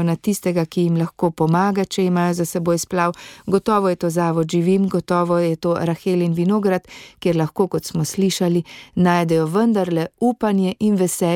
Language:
Slovenian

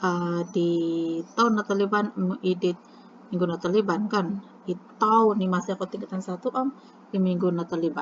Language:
Central Dusun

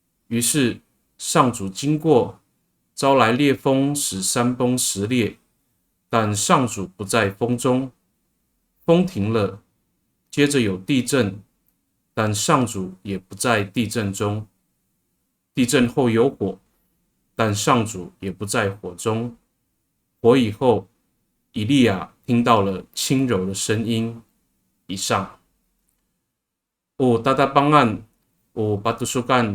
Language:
Amis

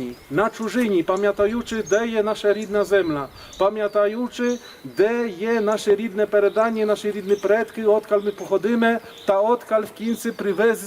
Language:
Rusyn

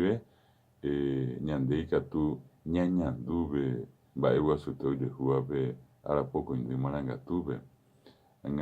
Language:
Guarani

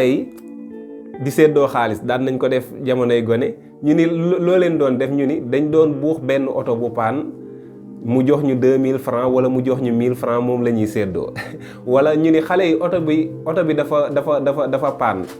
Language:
Wolof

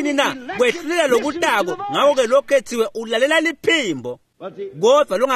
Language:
Swati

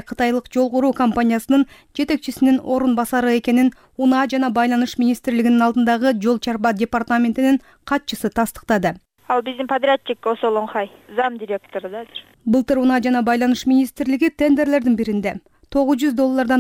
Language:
Kyrgyz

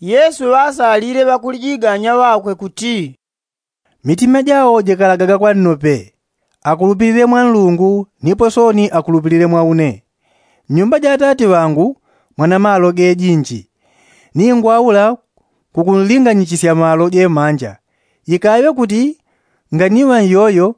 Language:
Yao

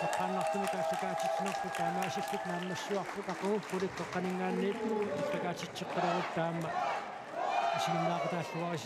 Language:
Kalaallisut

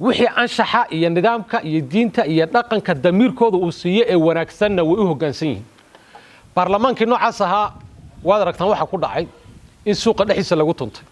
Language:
Somali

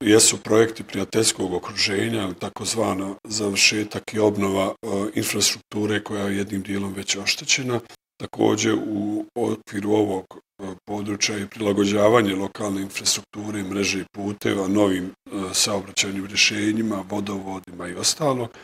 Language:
Bosnian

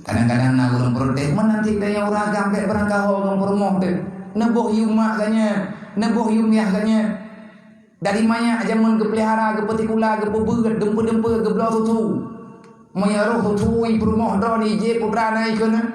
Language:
Achinese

